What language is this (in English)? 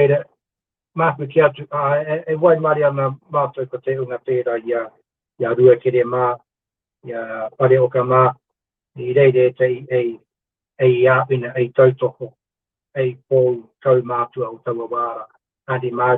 Māori